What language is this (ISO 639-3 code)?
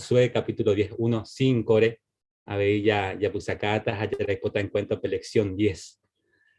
grn